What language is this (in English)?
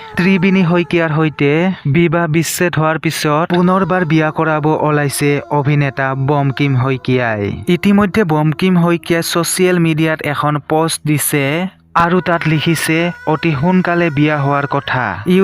Assamese